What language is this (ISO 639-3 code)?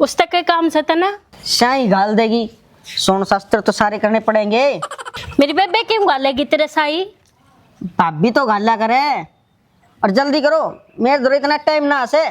bgc